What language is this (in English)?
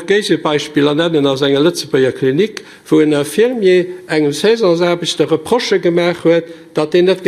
Luxembourgish